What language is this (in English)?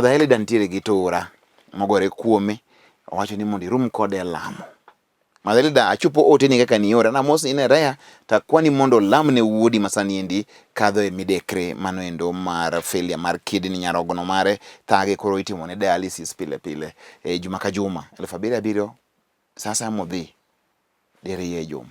Luo (Kenya and Tanzania)